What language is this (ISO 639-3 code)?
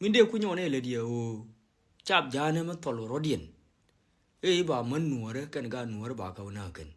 nus